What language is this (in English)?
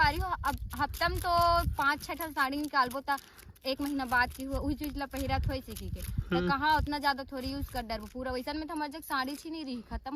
Chhattisgarhi